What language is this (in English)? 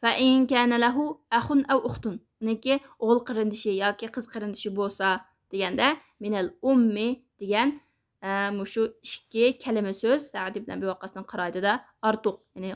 Uyghur